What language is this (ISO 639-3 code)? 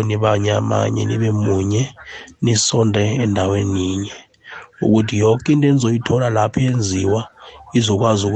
nbl